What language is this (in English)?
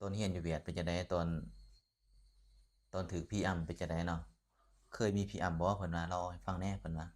Lao